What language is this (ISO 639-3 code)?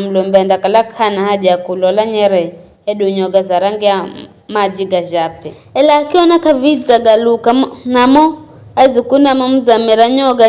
nyf